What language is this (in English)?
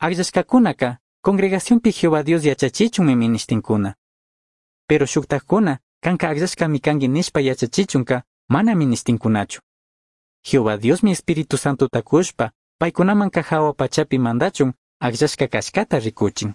Chimborazo Highland Quichua